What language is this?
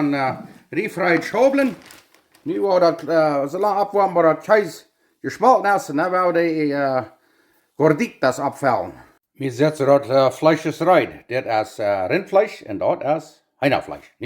Plautdietsch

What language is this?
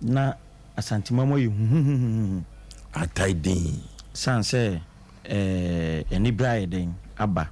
Akan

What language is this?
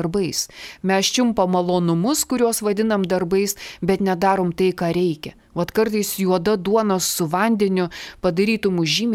Lithuanian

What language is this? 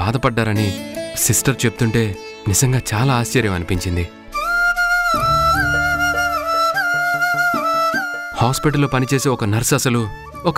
Telugu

